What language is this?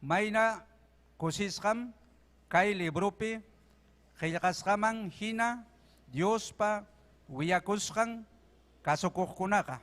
Ayacucho Quechua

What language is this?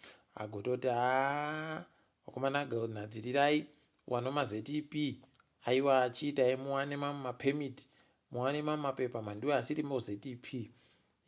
Ndau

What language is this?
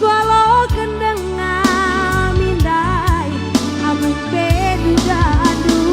Batak Karo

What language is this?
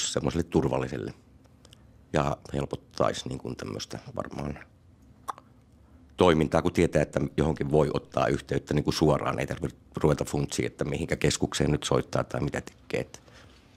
Finnish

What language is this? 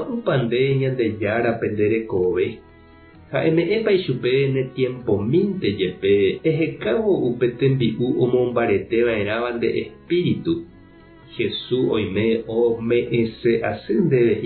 Guarani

